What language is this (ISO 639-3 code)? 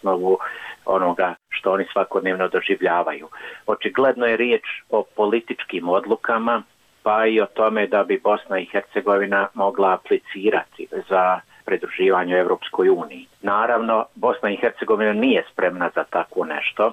bos